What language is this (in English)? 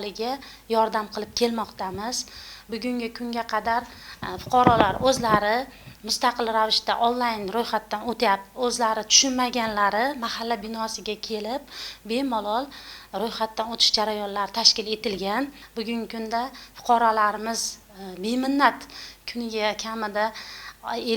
Uzbek